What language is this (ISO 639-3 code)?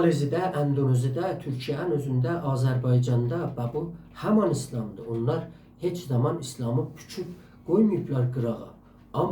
azb